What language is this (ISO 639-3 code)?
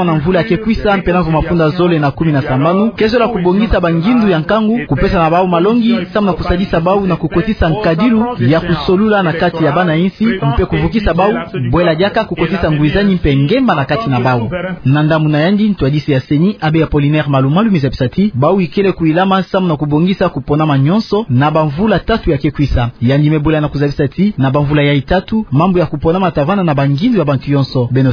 ktu